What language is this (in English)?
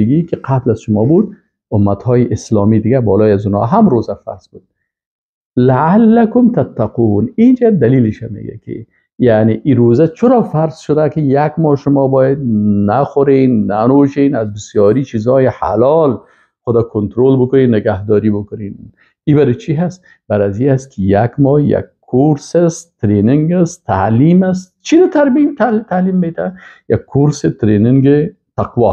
Persian